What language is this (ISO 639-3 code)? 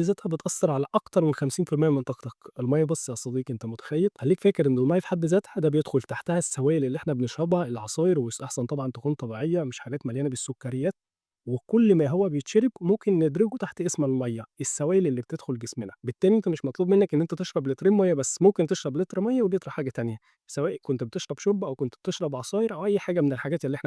arz